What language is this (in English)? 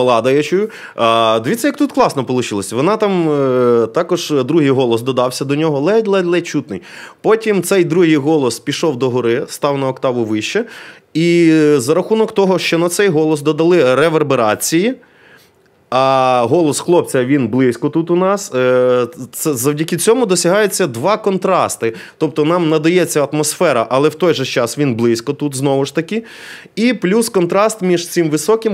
Ukrainian